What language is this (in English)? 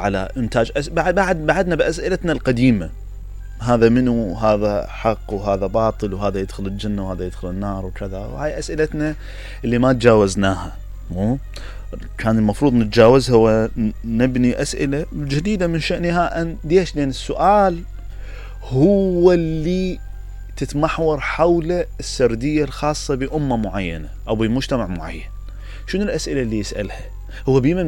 Mesopotamian Arabic